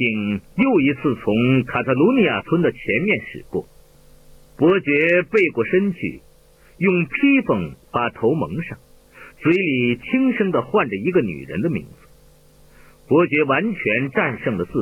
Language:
Chinese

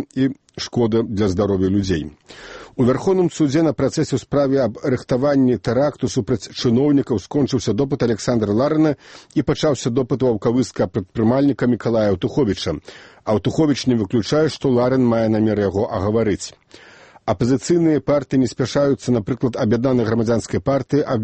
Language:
Belarusian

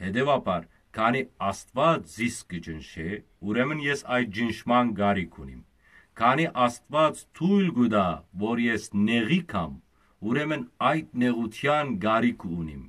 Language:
Western Armenian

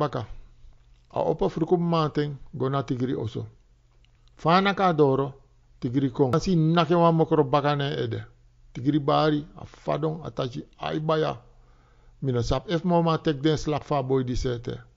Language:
Sranan Tongo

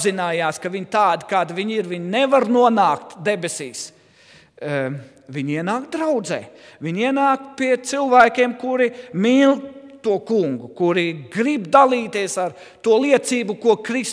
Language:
Latvian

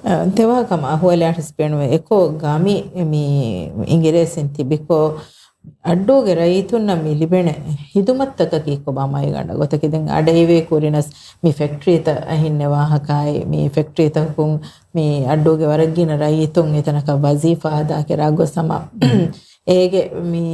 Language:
Divehi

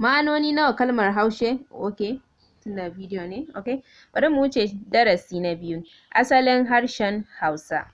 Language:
Hausa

